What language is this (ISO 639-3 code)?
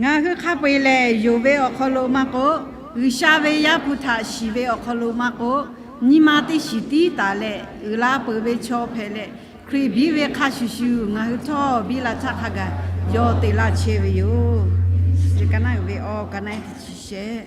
lhu